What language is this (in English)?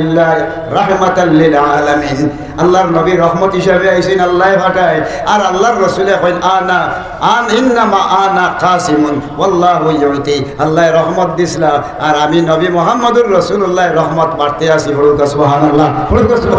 Sylheti